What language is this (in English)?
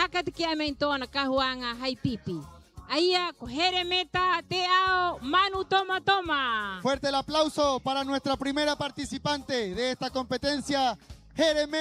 Rapanui